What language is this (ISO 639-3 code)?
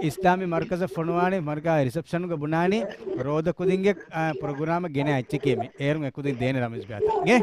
div